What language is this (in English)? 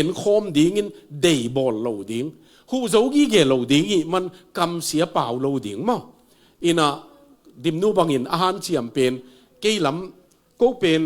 Tedim Chin